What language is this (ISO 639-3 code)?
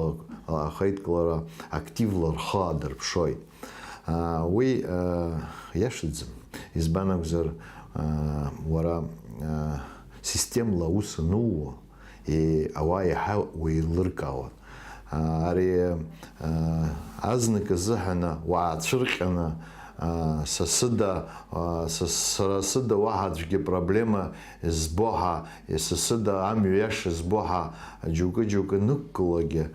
abk